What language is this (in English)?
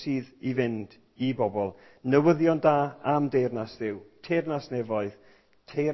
Welsh